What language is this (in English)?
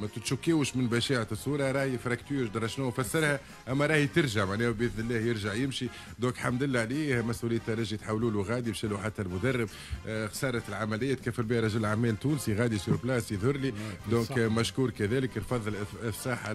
Tunisian Arabic